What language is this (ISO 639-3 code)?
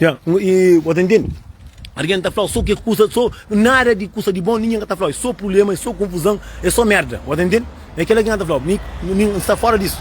kea